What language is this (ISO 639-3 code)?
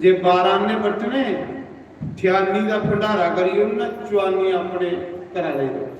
doi